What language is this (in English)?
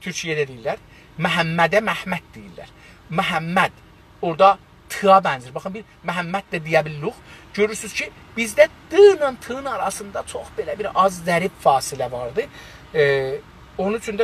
South Azerbaijani